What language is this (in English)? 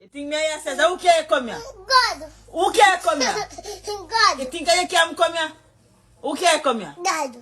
Jamaican Creole English